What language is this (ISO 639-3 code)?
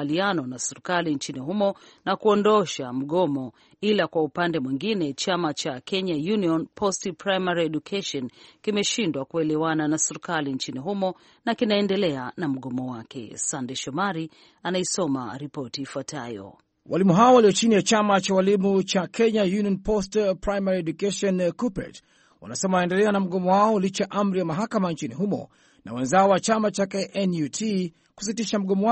swa